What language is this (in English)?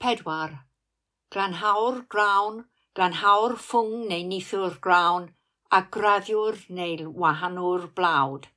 Welsh